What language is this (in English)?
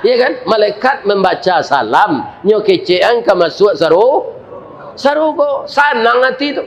Minangkabau